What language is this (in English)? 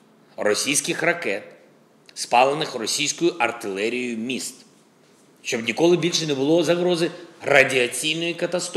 Ukrainian